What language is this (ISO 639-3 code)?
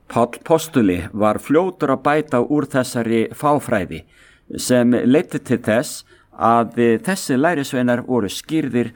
isl